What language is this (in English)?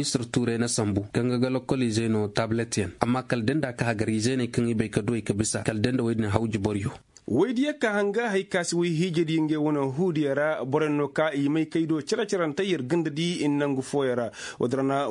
Koyraboro Senni